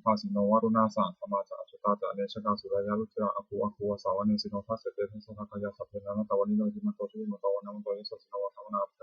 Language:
Pali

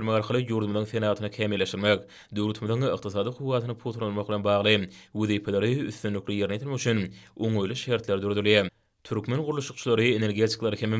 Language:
Turkmen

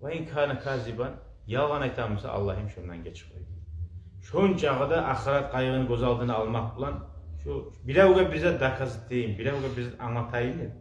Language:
Kumyk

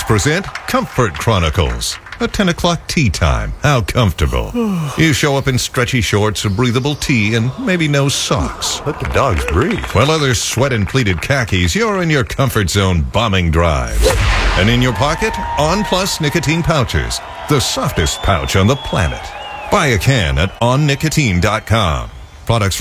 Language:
English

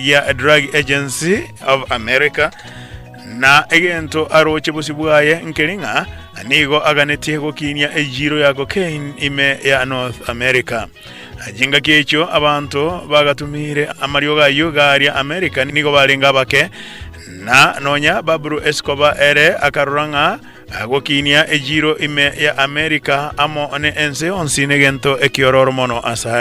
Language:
Gusii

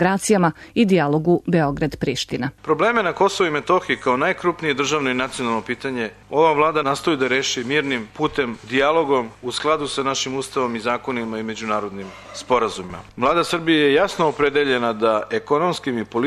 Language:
Serbian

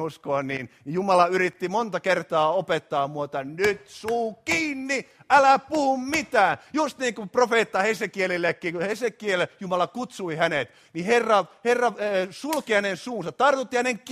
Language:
Finnish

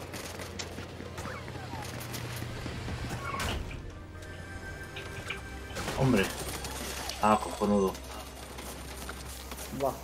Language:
Spanish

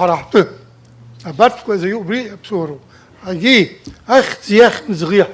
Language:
Abkhazian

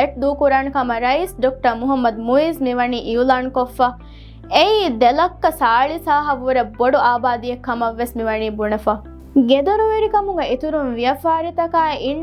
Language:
Divehi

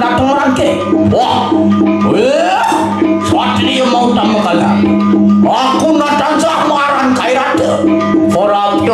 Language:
Balinese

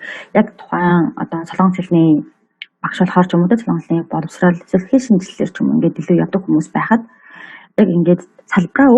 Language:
Mongolian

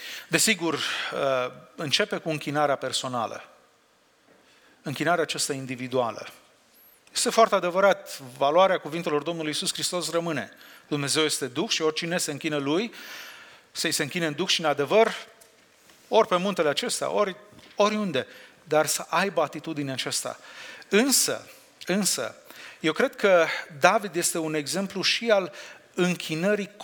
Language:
Romanian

